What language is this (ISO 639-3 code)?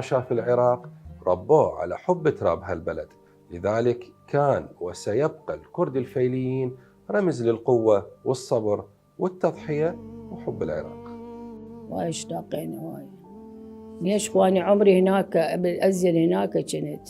acm